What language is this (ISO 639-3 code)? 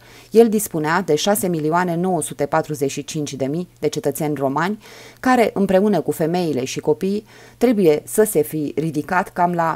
ron